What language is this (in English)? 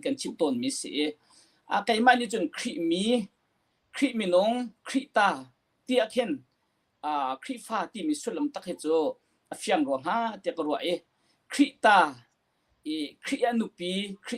Hakha Chin